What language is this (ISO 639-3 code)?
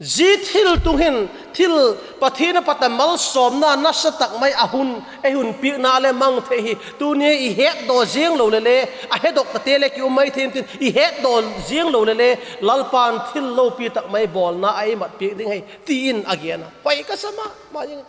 vap